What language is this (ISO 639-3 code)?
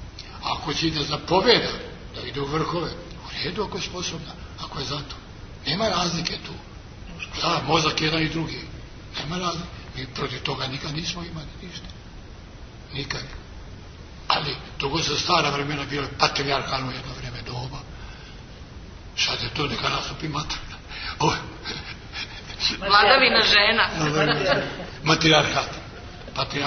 srp